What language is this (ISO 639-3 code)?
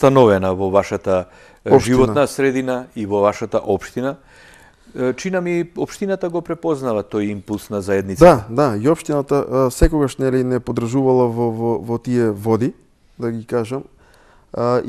mkd